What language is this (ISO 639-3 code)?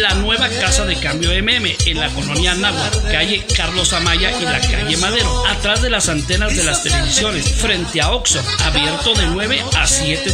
spa